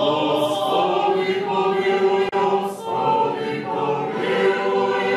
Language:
Rusyn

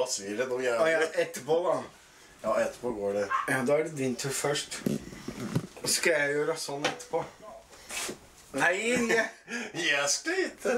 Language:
Norwegian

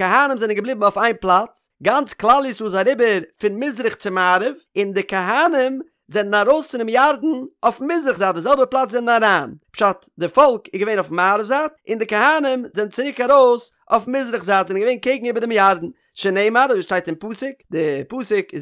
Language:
Yiddish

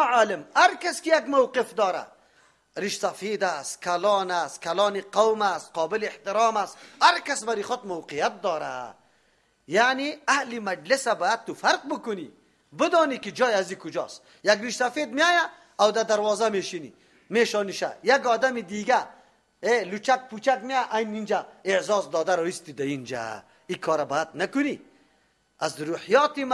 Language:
Persian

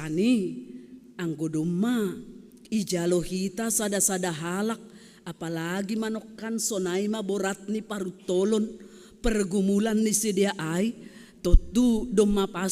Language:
Batak Simalungun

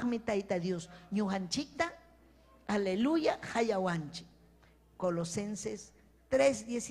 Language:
Ayacucho Quechua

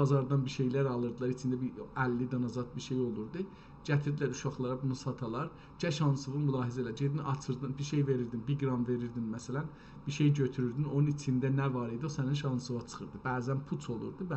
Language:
South Azerbaijani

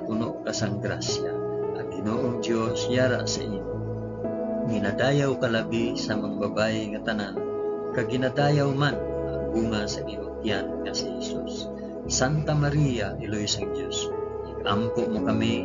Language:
Hiligaynon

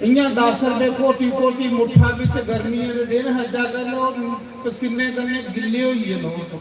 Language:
Dogri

